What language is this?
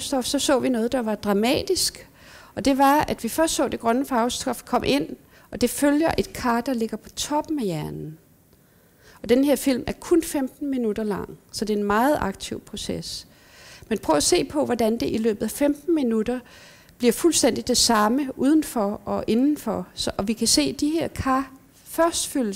Danish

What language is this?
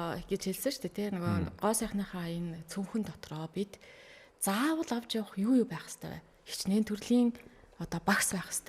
Mongolian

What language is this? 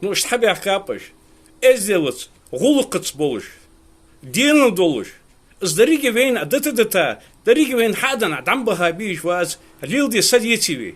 Ingush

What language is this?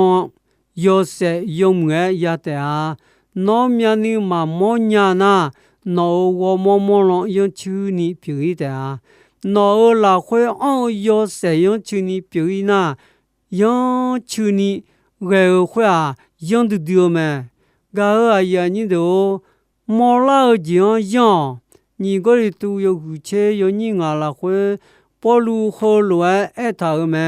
Akha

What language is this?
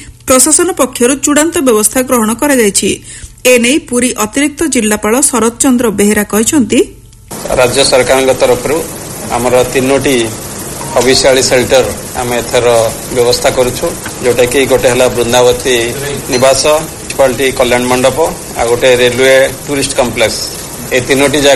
Odia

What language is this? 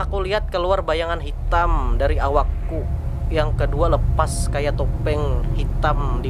Banjar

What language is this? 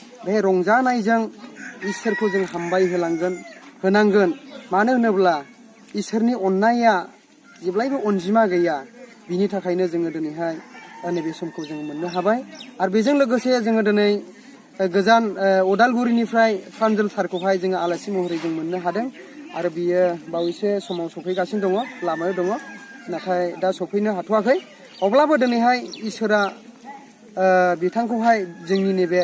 Bodo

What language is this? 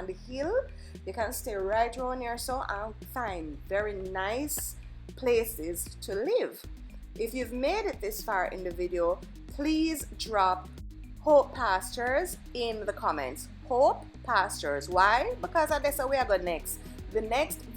Jamaican Creole English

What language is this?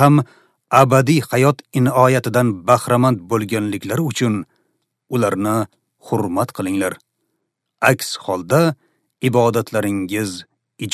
Uzbek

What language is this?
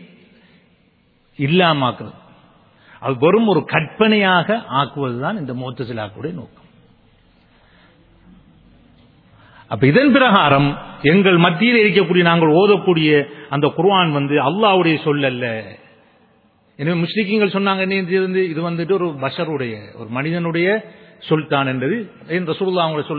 Tamil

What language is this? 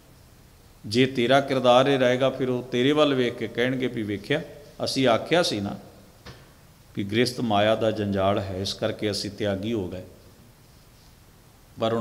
Punjabi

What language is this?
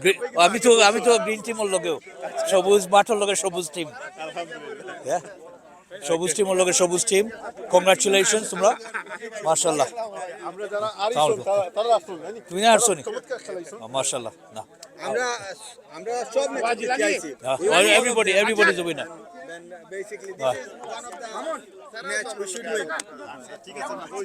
Sylheti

